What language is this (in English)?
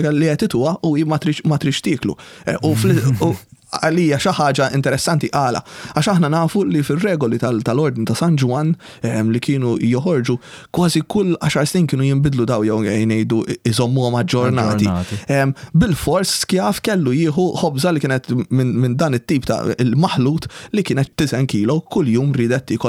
Maltese